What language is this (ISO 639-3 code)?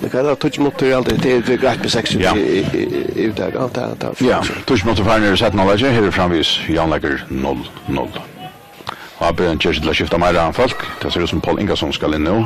fao